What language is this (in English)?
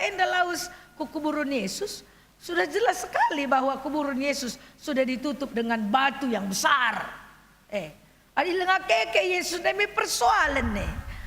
Batak Karo